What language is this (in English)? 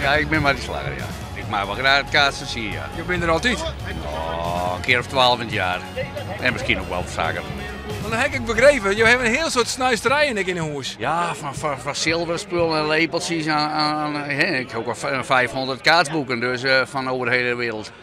Western Frisian